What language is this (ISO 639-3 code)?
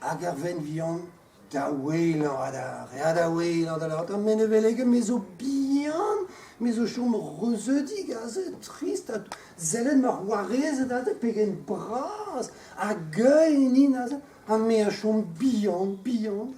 bre